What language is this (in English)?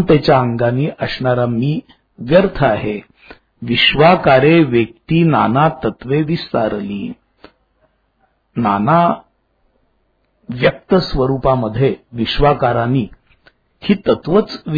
Marathi